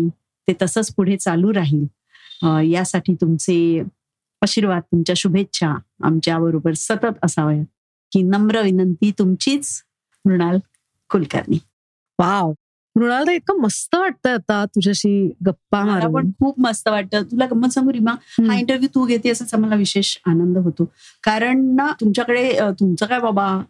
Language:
Marathi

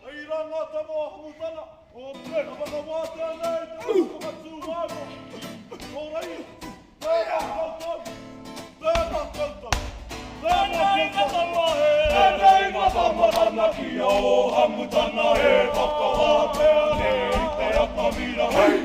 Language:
Māori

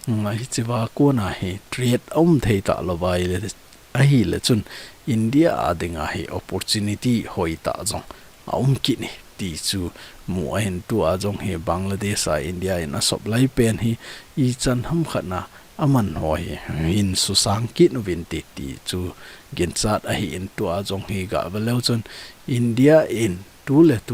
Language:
Thado Chin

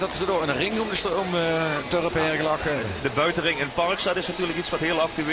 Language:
Limburgish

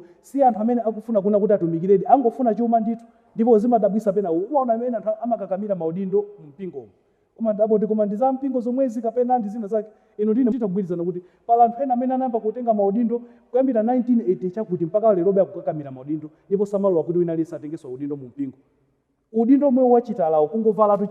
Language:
Nyanja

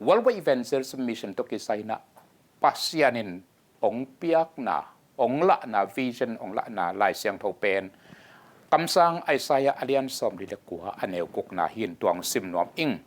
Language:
Tedim Chin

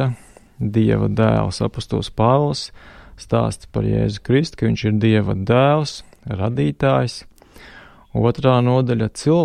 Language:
Latvian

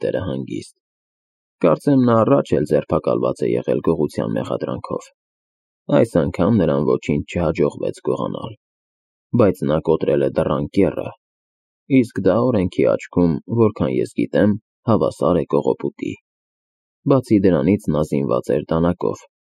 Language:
Armenian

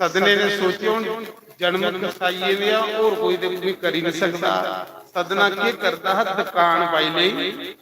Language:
Dogri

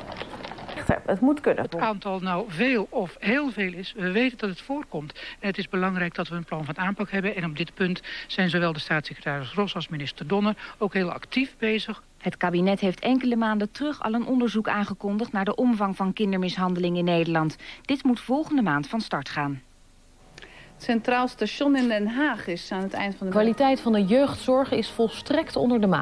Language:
Dutch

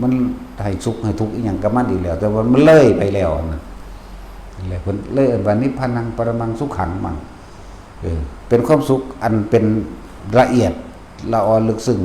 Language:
Northeastern Thai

